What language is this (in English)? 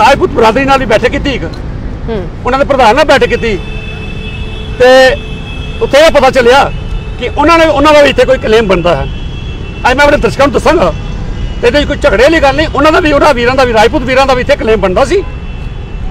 Punjabi